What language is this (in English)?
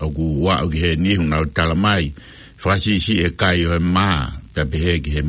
Tongan